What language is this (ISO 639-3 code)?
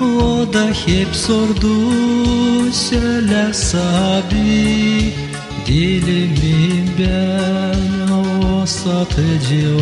gag